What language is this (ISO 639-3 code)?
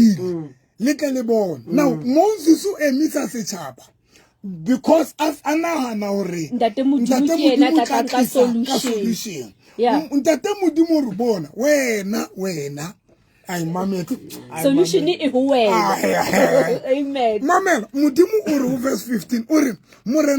sot